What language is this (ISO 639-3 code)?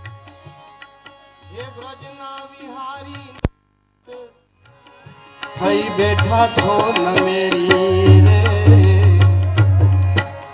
guj